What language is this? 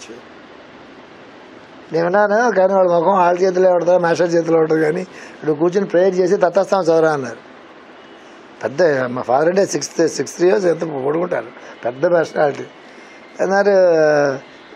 Telugu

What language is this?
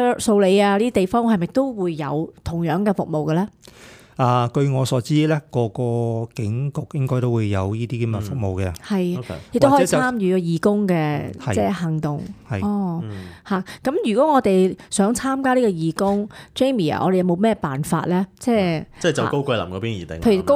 Cantonese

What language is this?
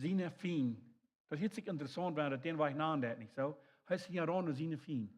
Plautdietsch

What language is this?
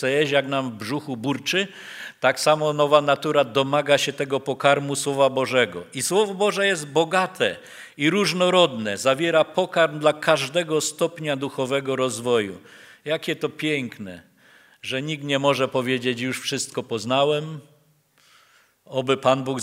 Polish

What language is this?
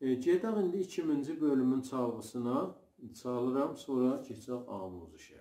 South Azerbaijani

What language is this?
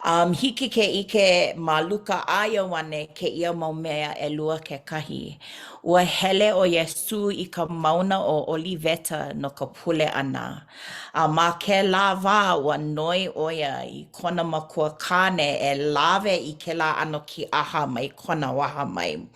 Hawaiian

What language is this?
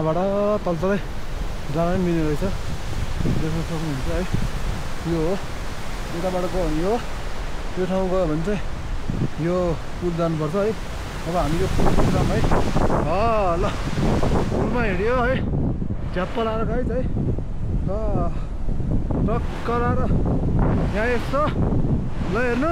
Nepali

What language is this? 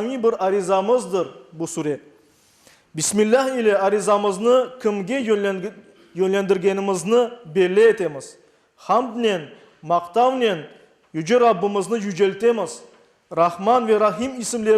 Crimean Tatar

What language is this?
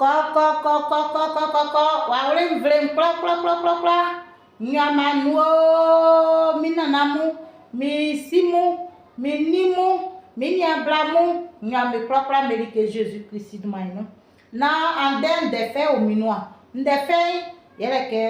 Baoulé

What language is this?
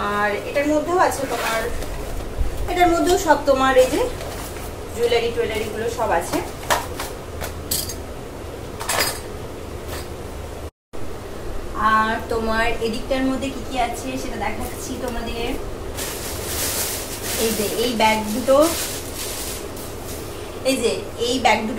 Bangla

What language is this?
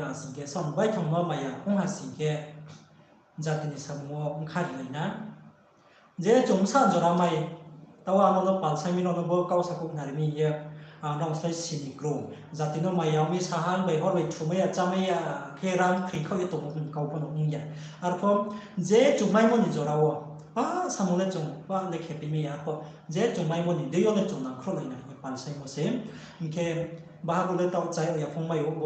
Riang (India)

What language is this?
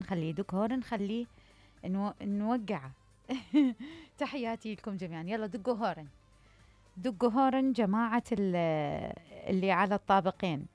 Mesopotamian Arabic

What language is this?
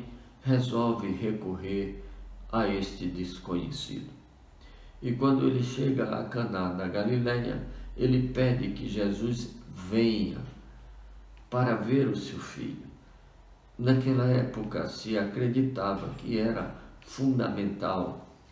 Portuguese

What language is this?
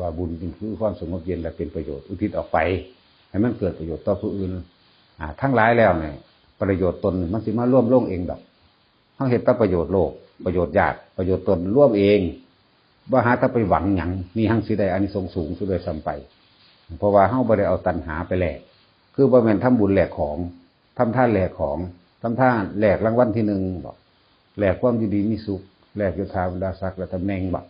Northeastern Thai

